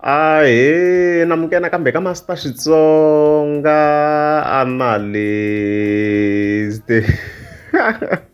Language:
Tsonga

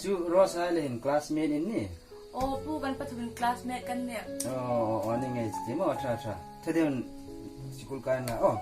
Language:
Hmar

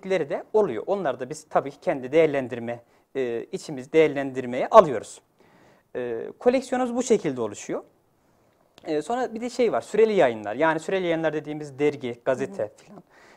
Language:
Turkish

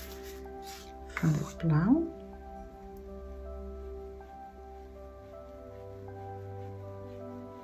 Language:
Dutch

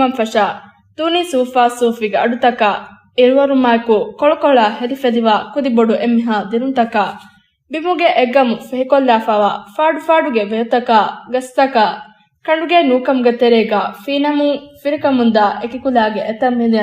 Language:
Divehi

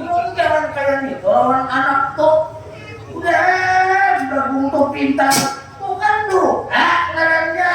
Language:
Banjar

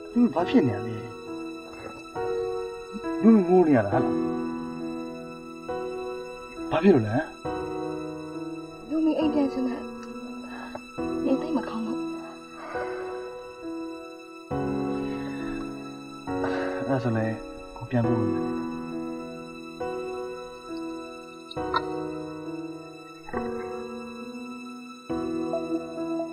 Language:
Burmese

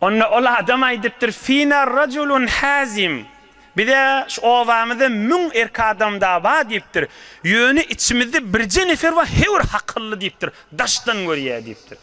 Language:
Turkmen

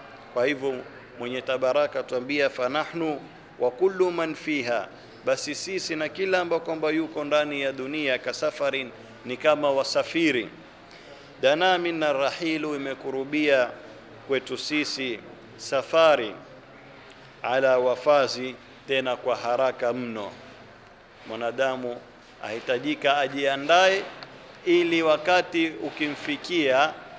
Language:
Swahili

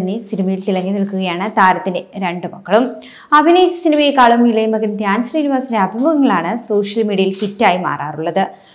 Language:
Malayalam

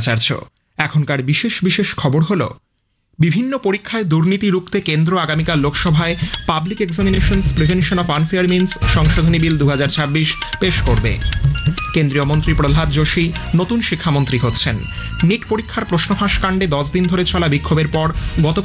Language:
Bangla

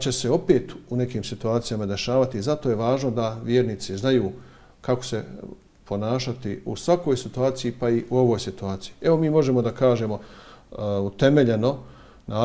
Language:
Bosnian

